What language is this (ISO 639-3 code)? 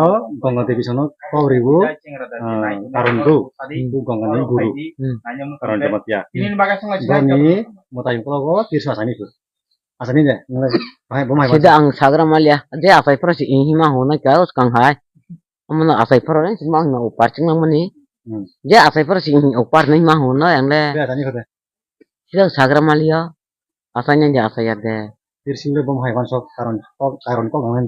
trp